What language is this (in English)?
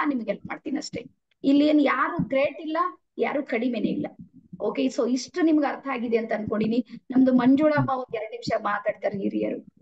Kannada